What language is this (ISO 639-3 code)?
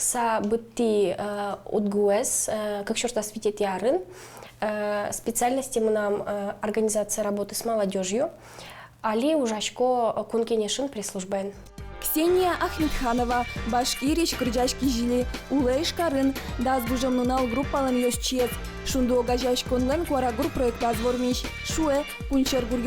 udm